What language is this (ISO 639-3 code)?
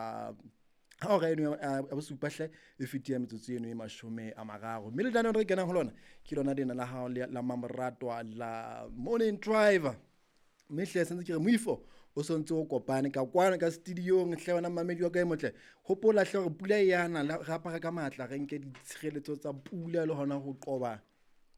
sot